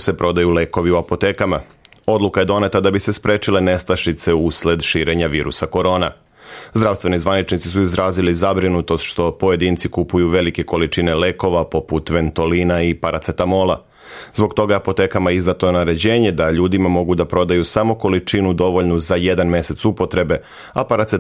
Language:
Serbian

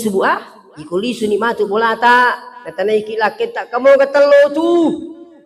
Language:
Buginese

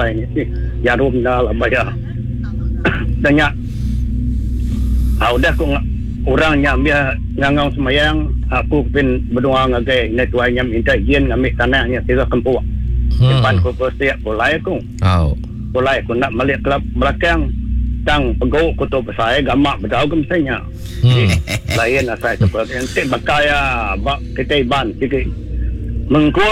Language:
Iban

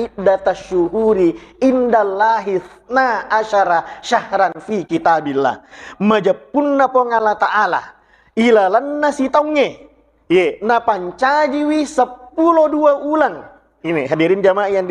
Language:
Buginese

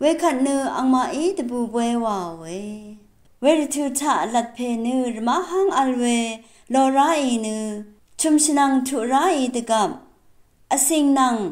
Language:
Rawang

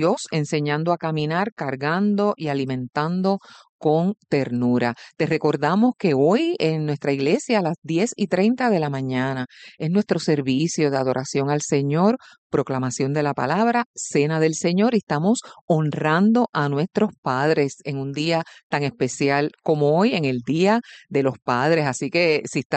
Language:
Spanish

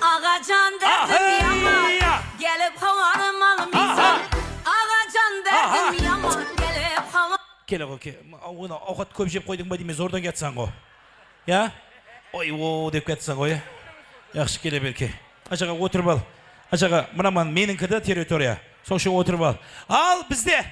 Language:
Kara-Kalpak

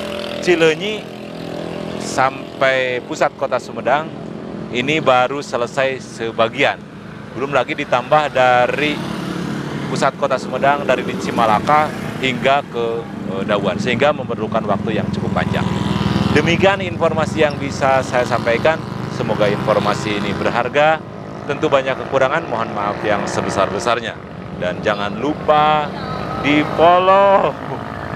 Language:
Indonesian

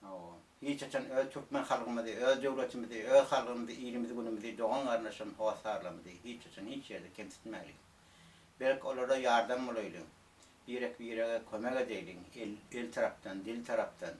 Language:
Turkmen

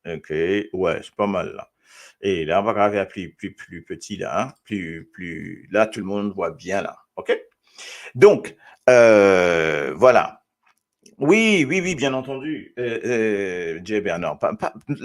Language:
Morisyen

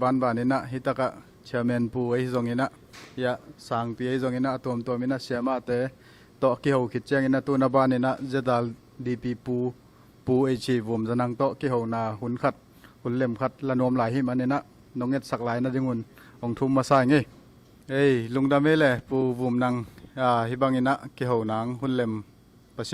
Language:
Tedim Chin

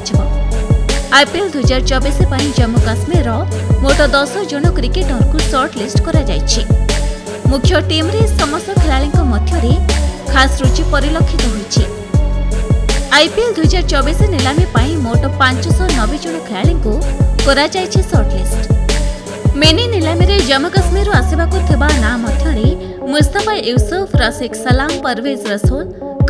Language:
Odia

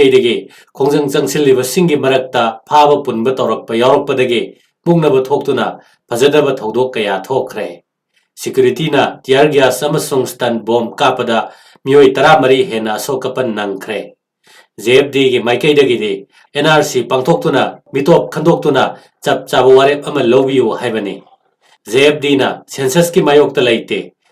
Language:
Manipuri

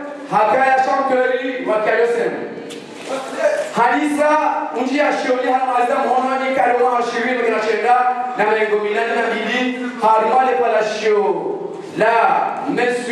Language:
Ngazidja Comorian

